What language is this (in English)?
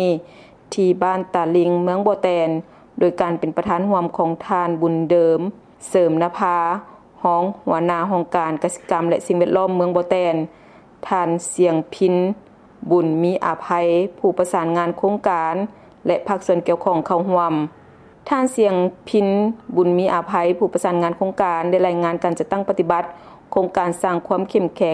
Lao